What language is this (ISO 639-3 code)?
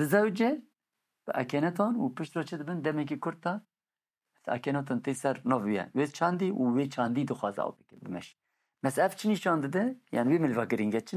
kur